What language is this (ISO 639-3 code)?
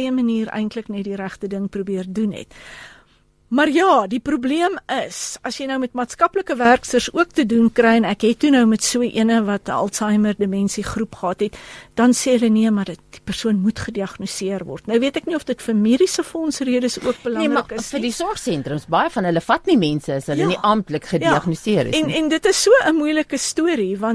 afr